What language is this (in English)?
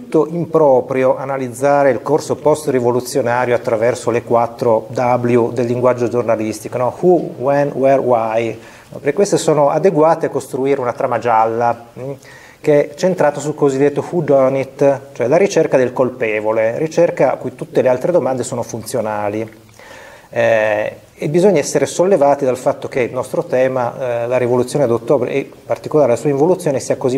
Italian